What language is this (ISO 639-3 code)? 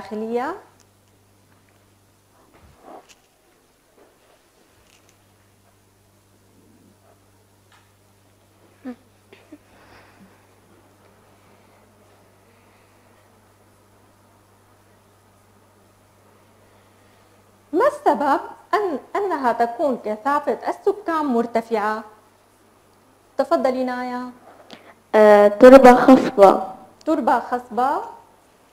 ara